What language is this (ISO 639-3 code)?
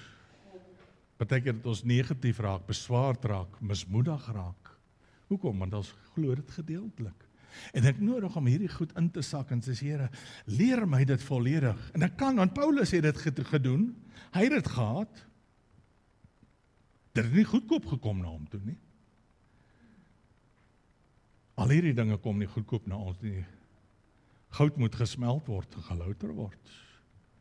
afr